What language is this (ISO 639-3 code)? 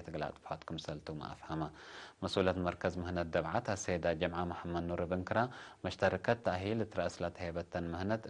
tig